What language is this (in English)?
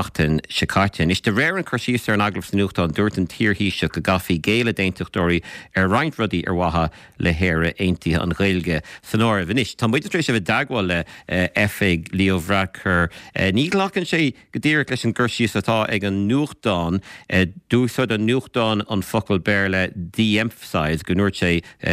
Irish